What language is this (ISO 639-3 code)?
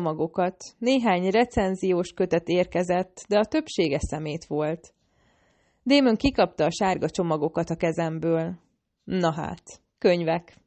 hun